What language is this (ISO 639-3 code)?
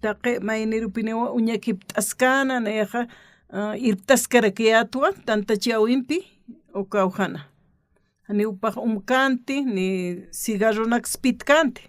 aym